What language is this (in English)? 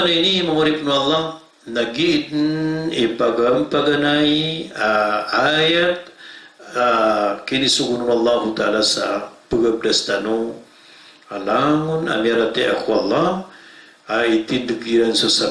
Maranao